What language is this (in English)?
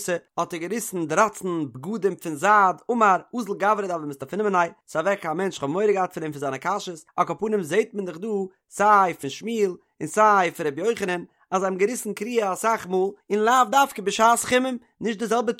Yiddish